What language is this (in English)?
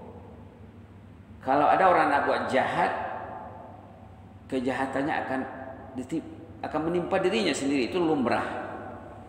Malay